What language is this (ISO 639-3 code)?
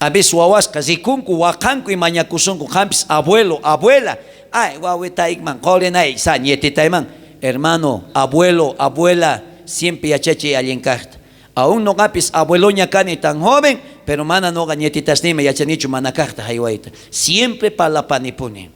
quh